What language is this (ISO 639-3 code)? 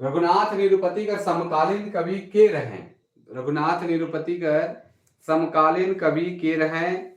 sck